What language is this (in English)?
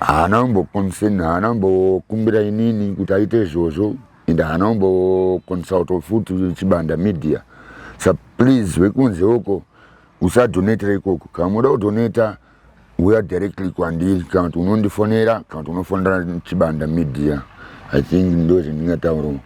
Shona